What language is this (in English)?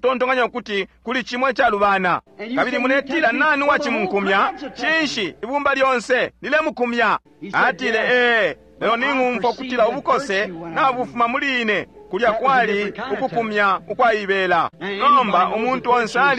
Bemba